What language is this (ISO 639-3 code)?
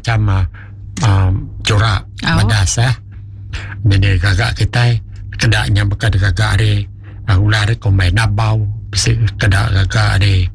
iba